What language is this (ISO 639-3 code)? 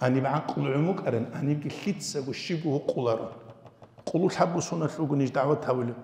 ava